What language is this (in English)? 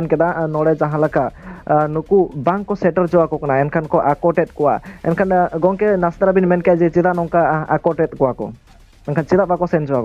Santali